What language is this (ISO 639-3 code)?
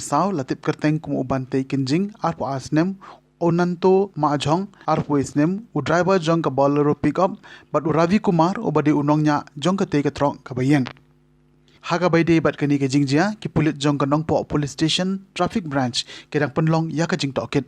kha